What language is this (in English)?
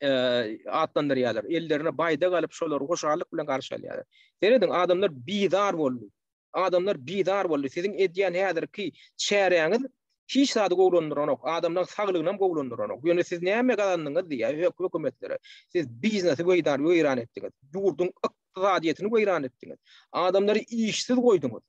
Turkmen